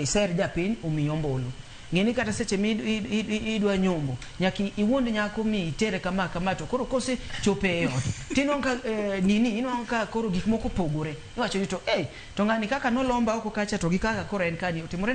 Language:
Luo (Kenya and Tanzania)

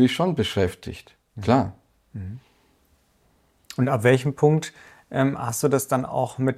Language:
German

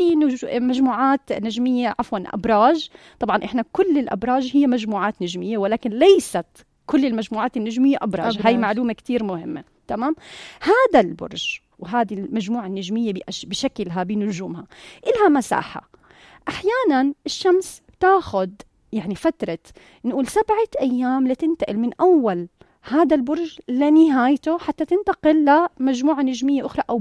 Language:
North Levantine Arabic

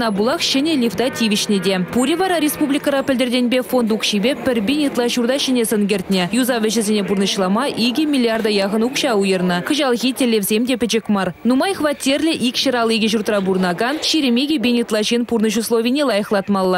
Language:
Chuvash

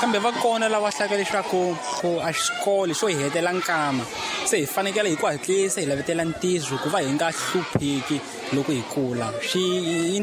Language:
Tsonga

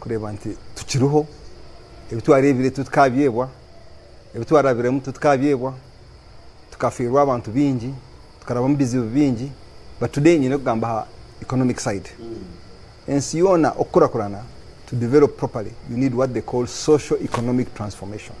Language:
Nyankole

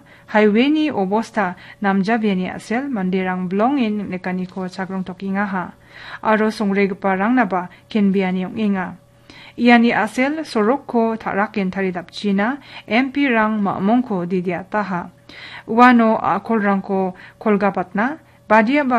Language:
Garo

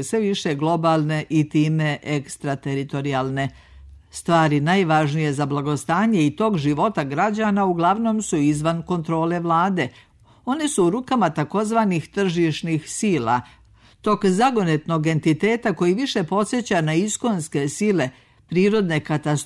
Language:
Serbian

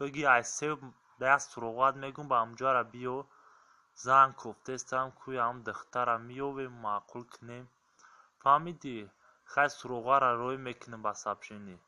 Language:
Tajik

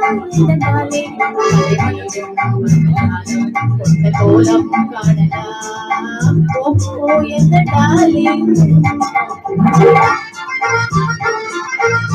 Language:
Tamil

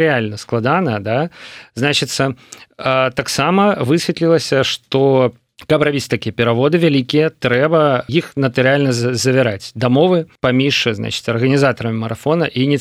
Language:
Belarusian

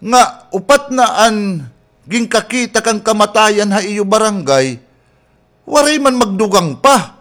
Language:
Waray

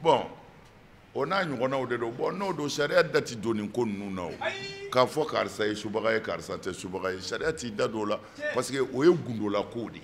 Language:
Bambara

